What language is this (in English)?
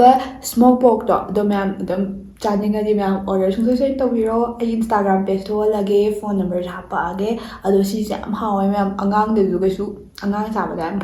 Manipuri